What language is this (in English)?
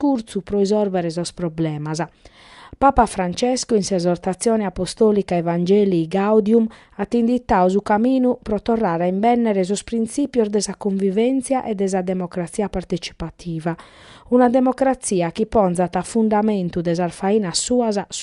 Sardinian